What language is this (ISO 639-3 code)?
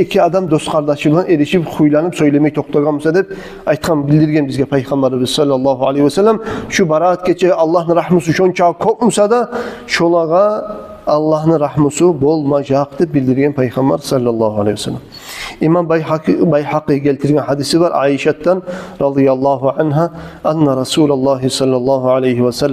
kum